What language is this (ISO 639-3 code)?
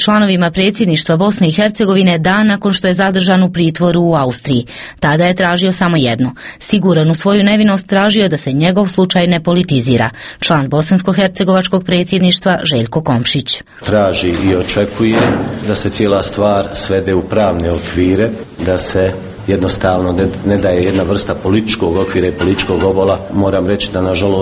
hrv